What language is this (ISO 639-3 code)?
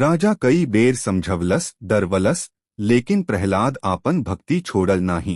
bho